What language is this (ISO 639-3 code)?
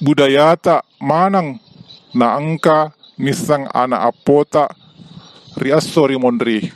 bug